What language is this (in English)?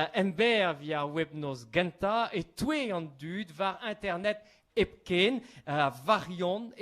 Breton